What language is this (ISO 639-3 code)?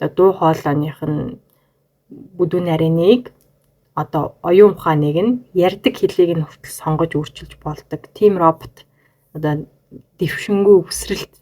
mon